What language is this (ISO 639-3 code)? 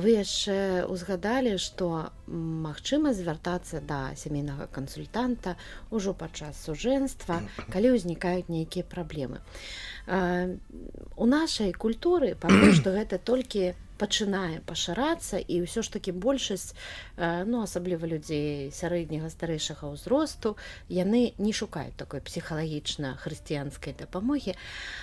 bel